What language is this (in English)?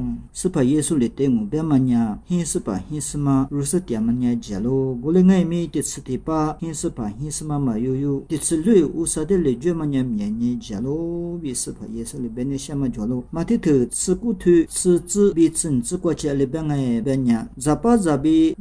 Lisu